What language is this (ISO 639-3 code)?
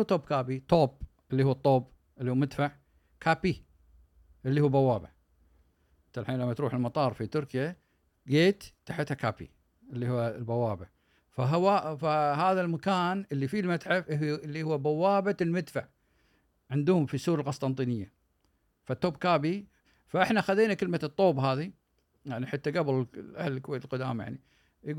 afb